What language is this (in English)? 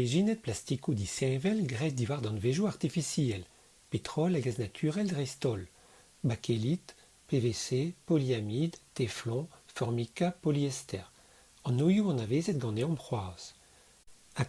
Breton